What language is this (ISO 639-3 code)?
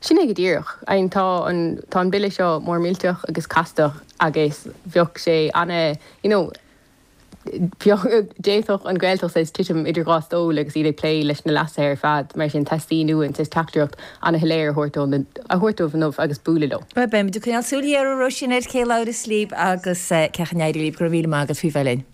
gle